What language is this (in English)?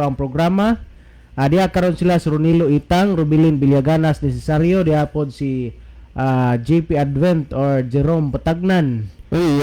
Cebuano